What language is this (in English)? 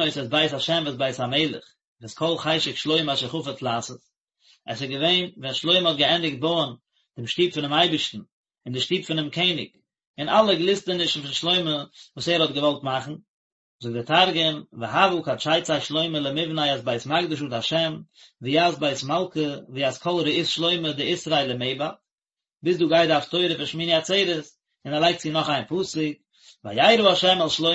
Yiddish